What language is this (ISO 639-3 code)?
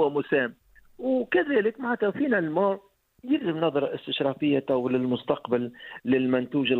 aeb